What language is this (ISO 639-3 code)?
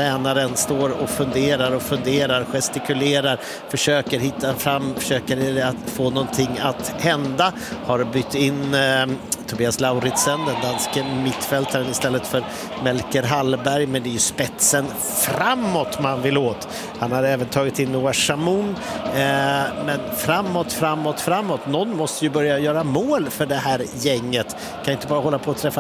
swe